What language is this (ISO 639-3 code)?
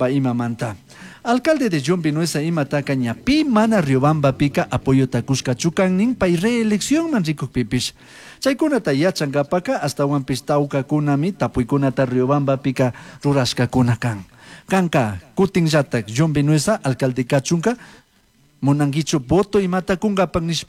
qug